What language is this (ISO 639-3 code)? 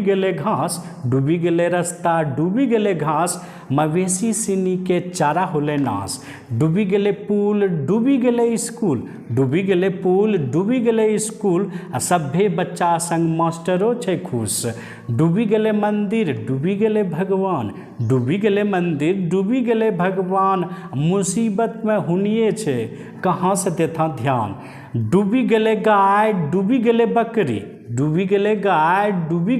anp